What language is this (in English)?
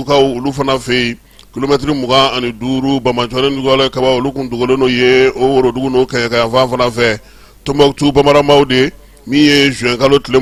Bambara